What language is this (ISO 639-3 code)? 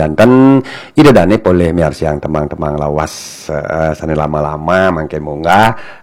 ban